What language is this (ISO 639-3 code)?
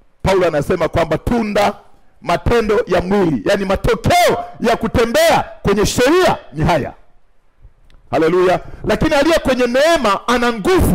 swa